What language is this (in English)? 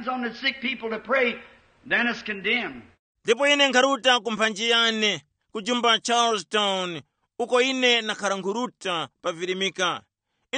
Tumbuka